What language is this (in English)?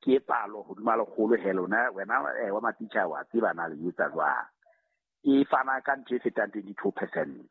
Southern Sotho